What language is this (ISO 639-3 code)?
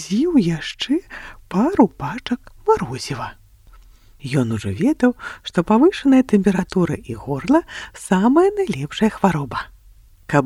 bel